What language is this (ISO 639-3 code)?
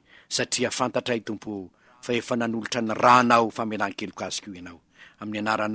mlg